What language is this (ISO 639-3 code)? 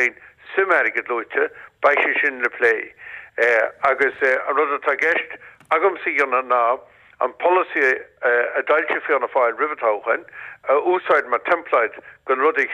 gle